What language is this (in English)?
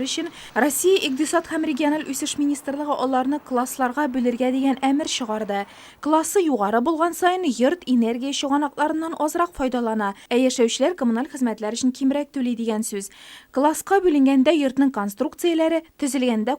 Tatar